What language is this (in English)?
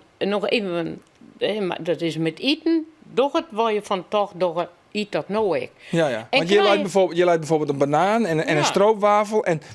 Western Frisian